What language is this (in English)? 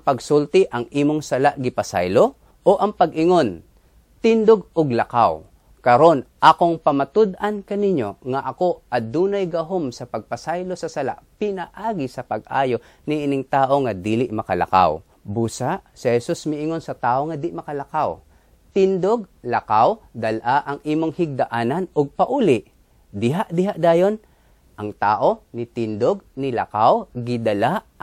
Cebuano